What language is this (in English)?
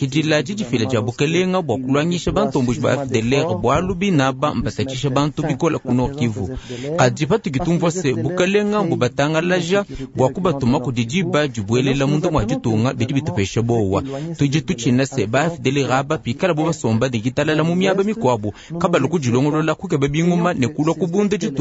Luba-Lulua